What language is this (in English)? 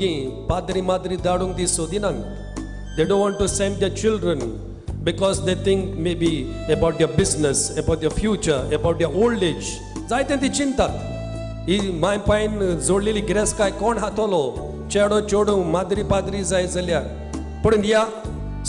Konkani